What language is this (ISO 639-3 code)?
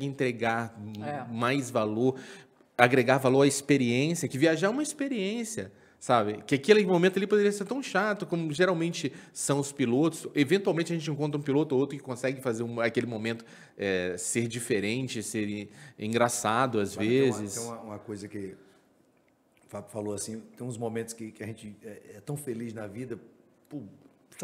por